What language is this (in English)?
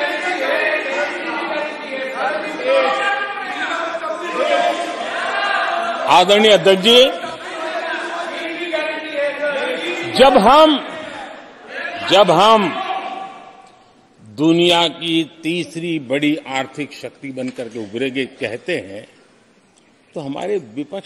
Hindi